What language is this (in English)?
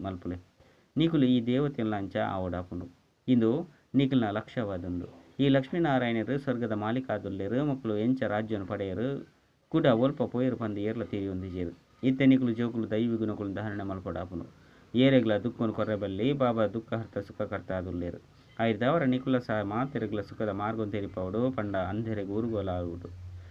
Tulu